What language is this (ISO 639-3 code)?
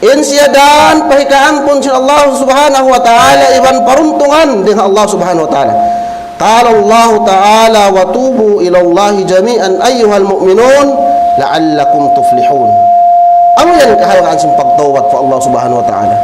tsg